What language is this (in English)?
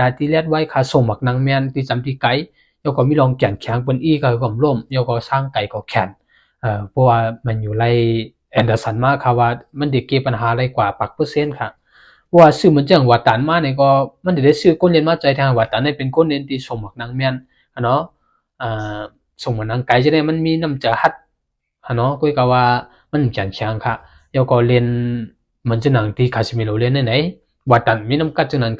Shan